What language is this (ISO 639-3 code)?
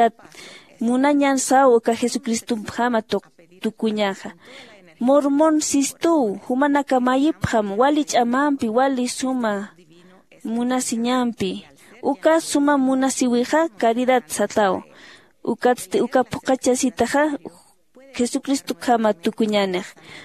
aym